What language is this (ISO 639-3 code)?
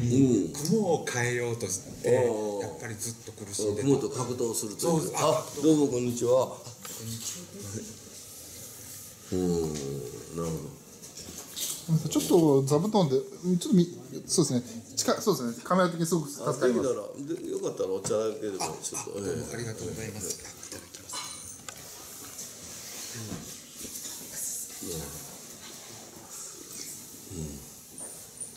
jpn